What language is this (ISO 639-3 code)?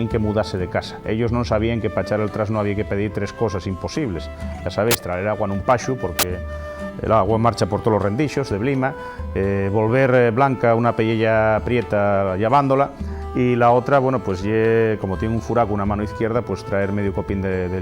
ast